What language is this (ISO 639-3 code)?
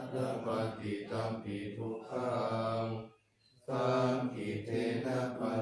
pli